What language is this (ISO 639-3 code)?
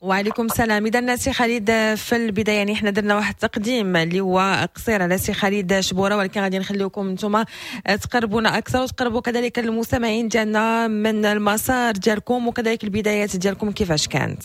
ary